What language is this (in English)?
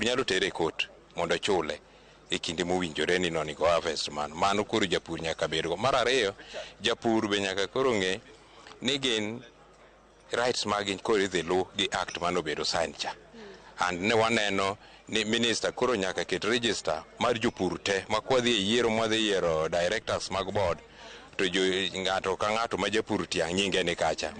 Luo (Kenya and Tanzania)